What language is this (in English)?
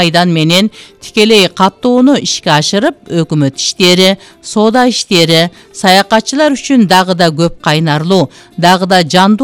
Kyrgyz